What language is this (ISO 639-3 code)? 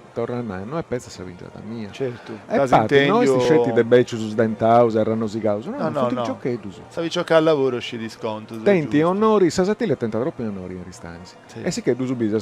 srd